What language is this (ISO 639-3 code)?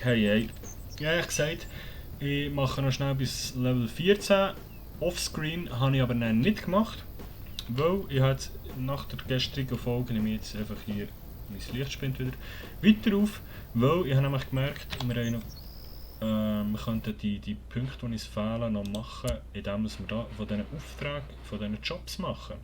gsw